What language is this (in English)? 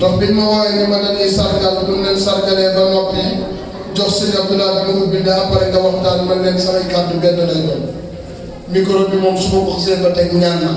Wolof